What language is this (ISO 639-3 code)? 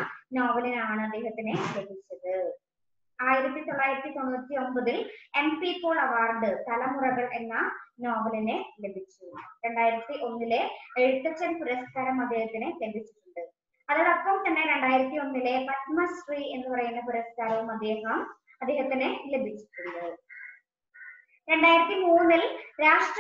mal